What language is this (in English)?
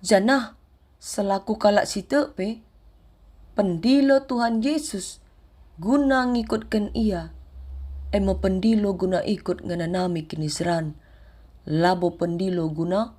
Batak Karo